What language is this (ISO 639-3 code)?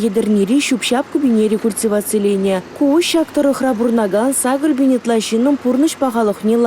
chv